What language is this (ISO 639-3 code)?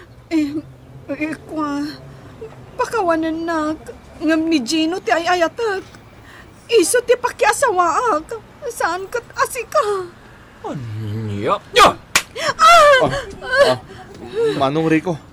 ilo